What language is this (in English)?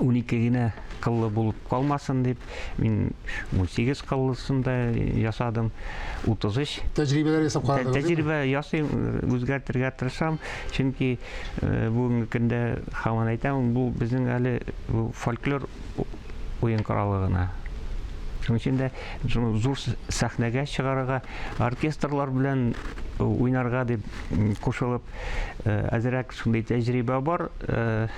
Tatar